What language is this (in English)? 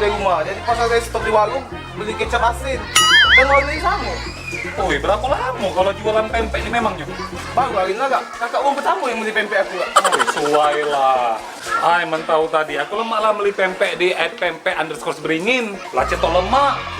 Musi